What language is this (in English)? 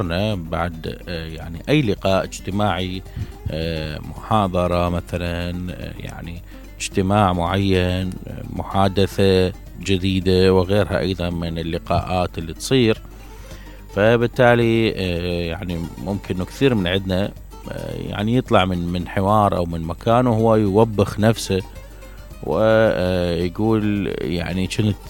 Mesopotamian Arabic